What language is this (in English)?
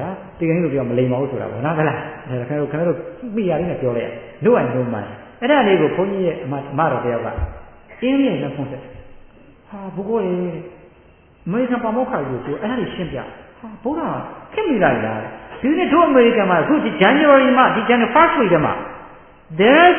Burmese